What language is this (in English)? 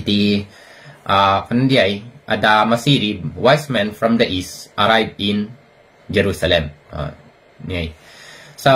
Iloko